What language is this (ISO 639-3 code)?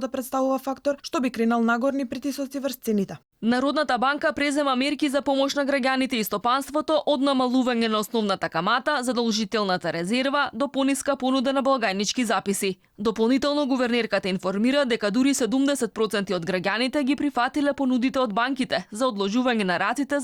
mkd